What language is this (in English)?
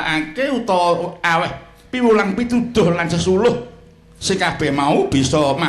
Javanese